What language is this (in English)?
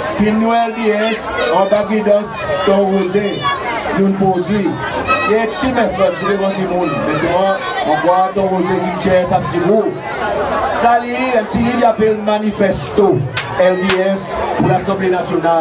Seselwa Creole French